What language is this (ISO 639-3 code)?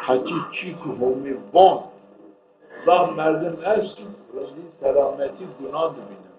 zza